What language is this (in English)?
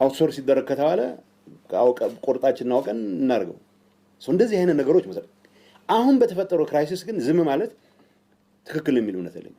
Amharic